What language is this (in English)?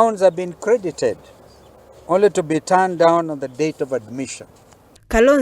Gusii